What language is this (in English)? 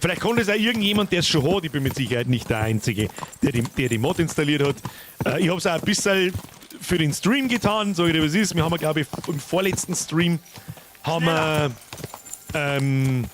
Bavarian